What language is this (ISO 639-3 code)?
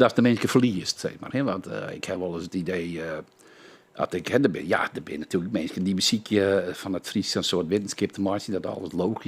fry